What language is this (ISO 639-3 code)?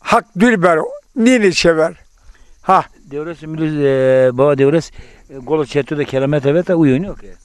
zza